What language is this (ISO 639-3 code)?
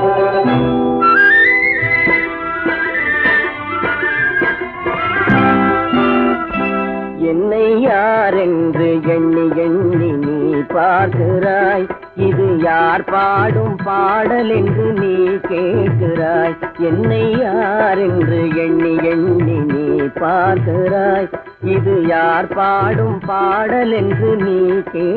tam